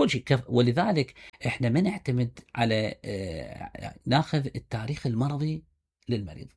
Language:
Mesopotamian Arabic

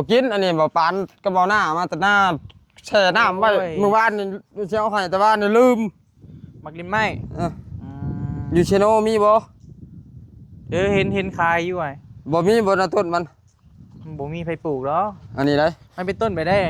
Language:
Northeastern Thai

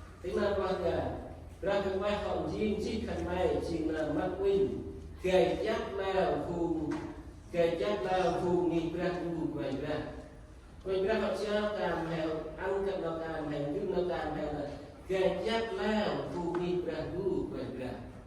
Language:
Central Mnong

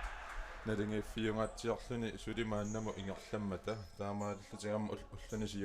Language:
Kalaallisut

